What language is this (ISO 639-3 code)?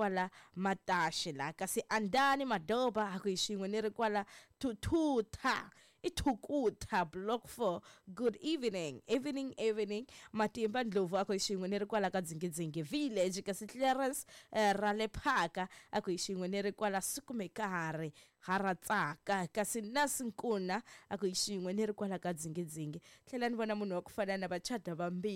tso